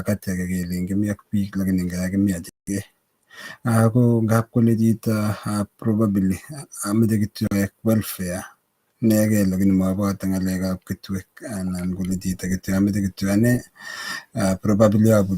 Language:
Kalenjin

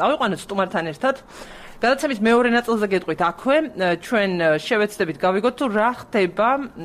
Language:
Georgian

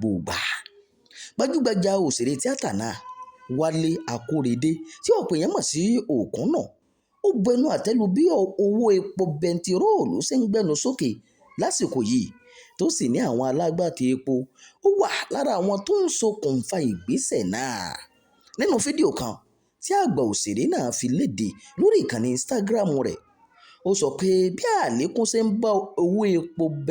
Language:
Yoruba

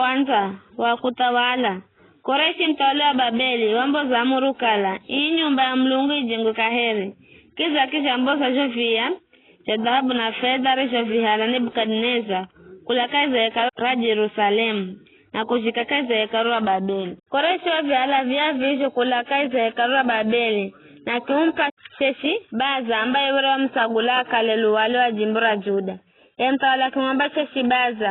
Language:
Giryama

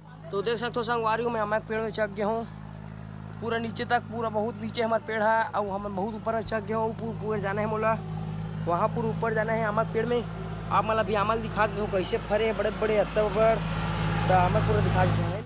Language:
Chhattisgarhi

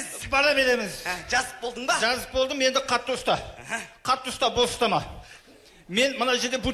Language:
Kara-Kalpak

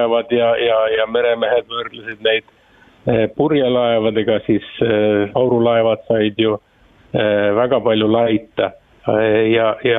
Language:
Estonian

